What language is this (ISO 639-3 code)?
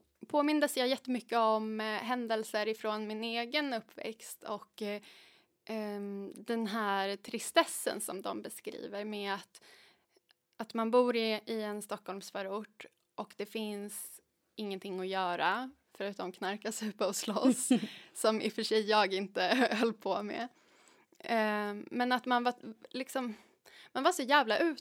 swe